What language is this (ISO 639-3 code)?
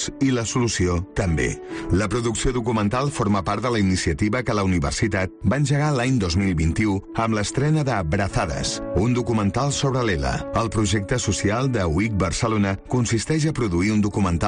cat